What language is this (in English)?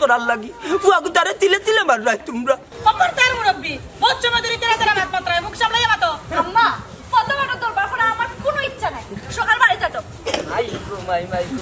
Sylheti